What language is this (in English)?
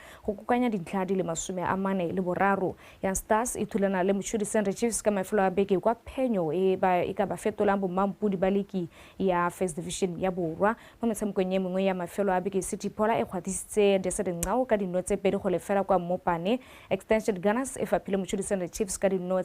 Tswana